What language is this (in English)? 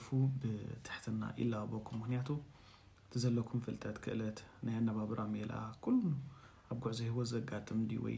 Tigrinya